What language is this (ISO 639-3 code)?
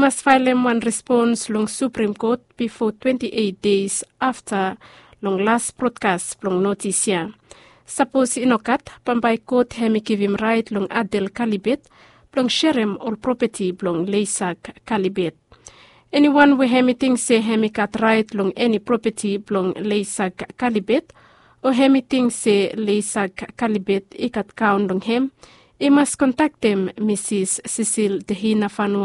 bis